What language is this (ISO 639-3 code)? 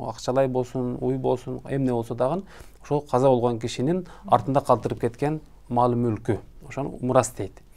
kir